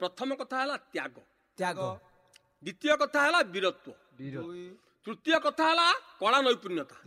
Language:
Odia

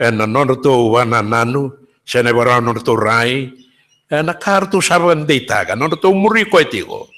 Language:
Fijian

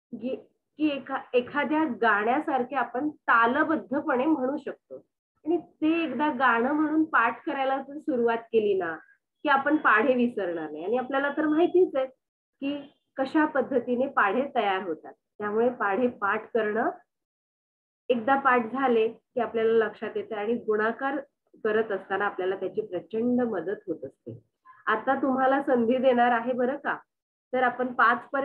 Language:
Marathi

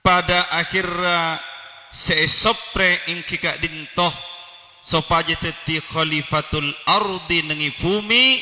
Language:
Madurese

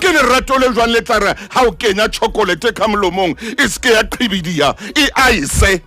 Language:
Southern Sotho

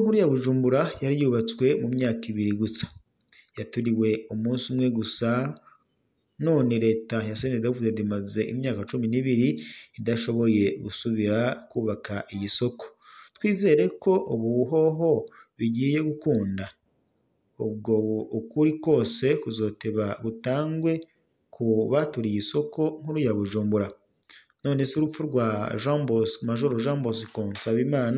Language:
Rundi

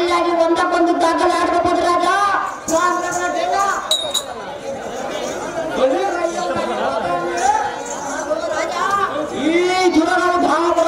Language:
Kannada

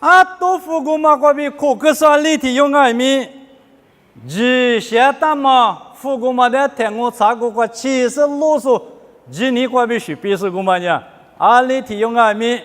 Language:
Lisu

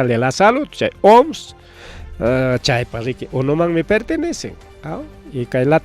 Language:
Ayacucho Quechua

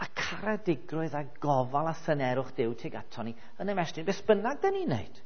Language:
Welsh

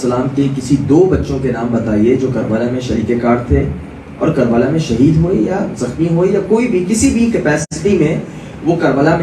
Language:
Urdu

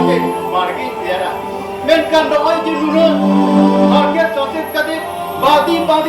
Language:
Santali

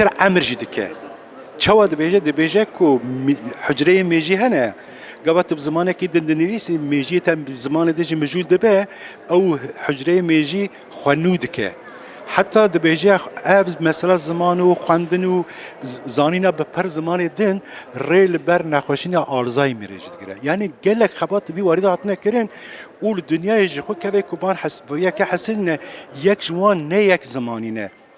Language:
Kurdish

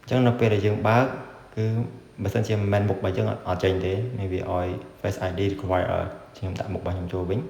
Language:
Khmer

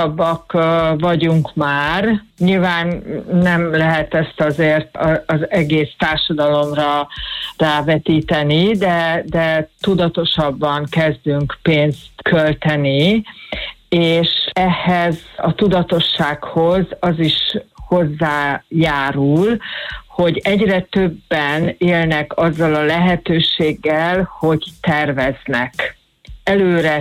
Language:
Hungarian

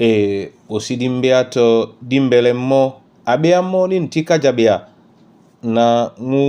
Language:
Duala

